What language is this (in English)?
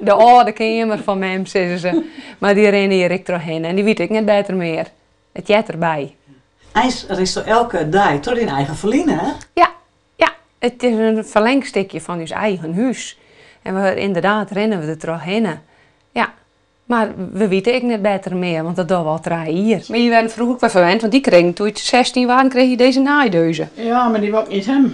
Western Frisian